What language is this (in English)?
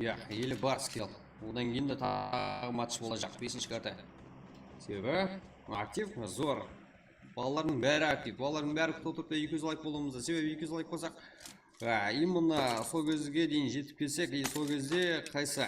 Kara-Kalpak